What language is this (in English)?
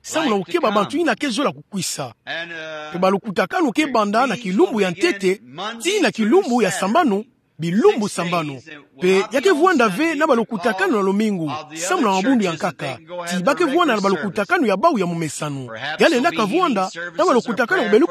Kituba (Democratic Republic of Congo)